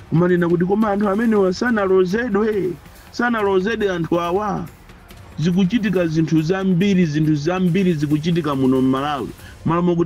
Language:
Nyanja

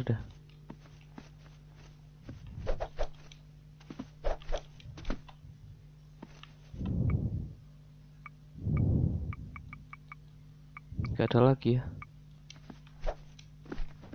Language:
Indonesian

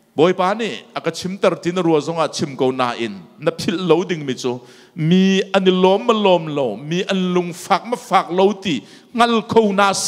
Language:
Hakha Chin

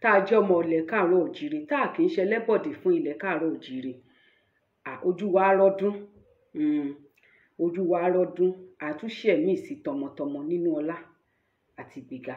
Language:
Yoruba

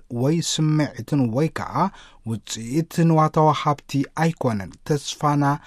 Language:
Tigrinya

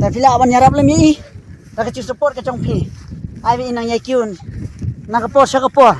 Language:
Khasi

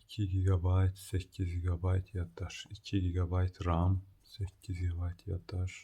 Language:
Azerbaijani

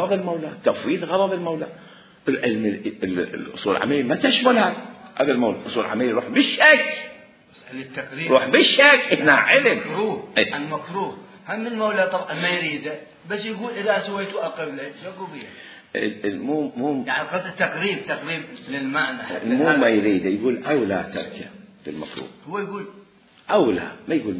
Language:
Mesopotamian Arabic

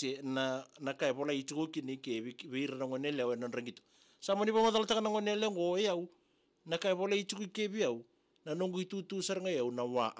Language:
Fijian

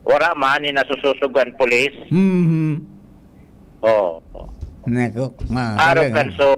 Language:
Bikol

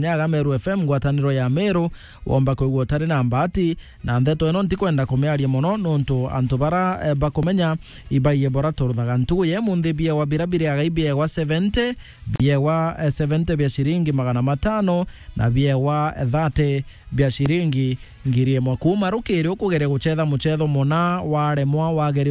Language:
Meru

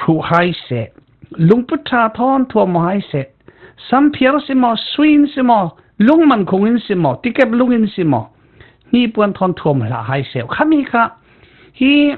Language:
Falam Chin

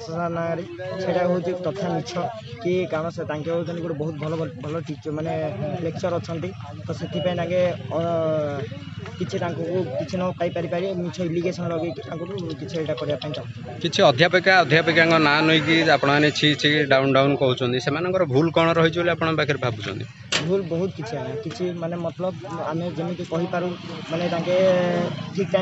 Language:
Odia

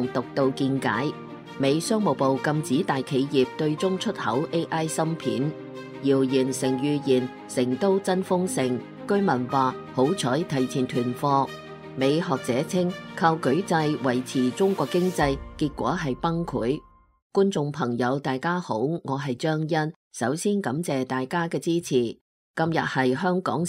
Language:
Cantonese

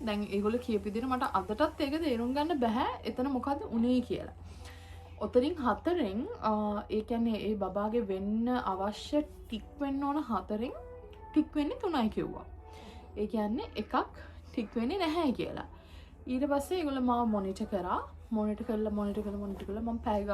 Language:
Sinhala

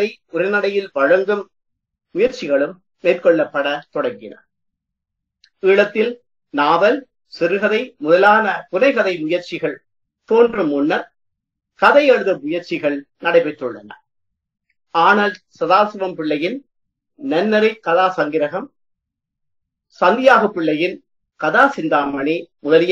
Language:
Tamil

